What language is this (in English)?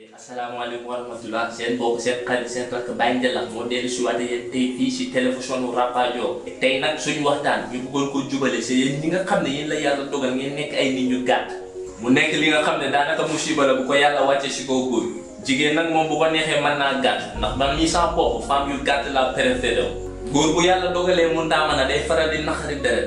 Wolof